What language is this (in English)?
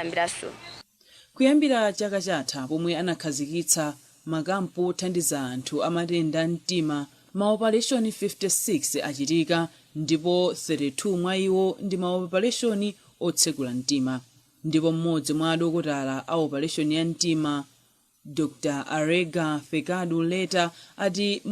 Nyanja